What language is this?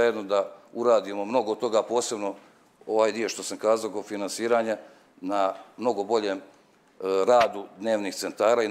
Serbian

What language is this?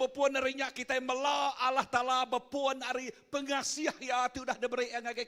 Iban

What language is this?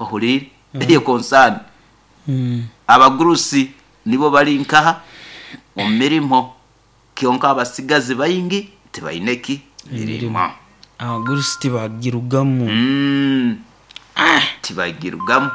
Nyoro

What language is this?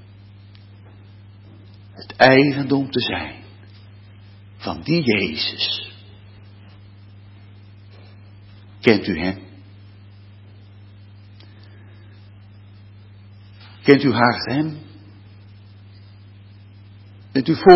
Dutch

